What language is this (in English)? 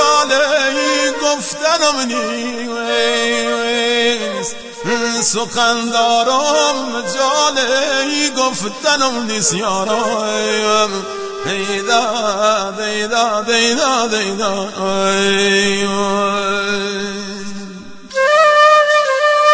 Persian